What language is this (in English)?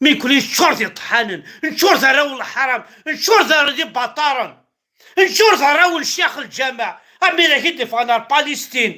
Kabyle